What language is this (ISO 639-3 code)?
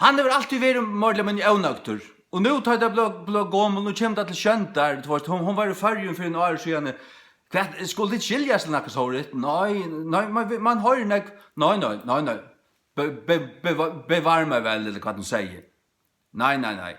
fao